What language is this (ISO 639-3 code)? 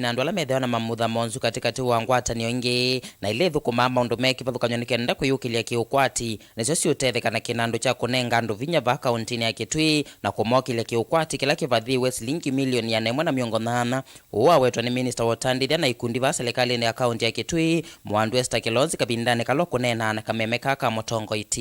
kam